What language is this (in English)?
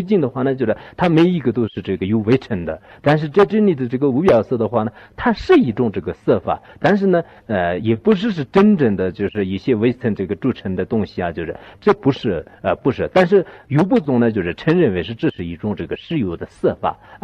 Chinese